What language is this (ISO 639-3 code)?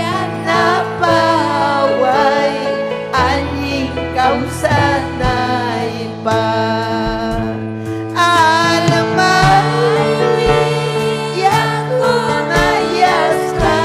quy